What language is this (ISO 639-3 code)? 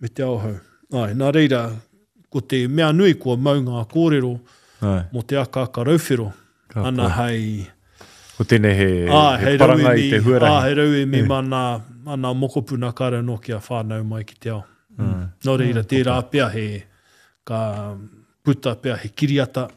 mri